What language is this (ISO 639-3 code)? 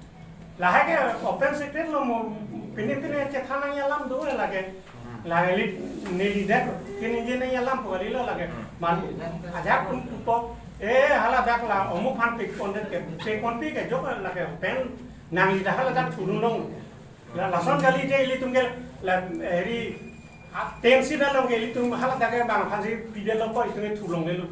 mjw